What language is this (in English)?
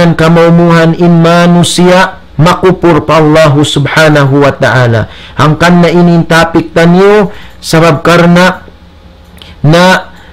Tausug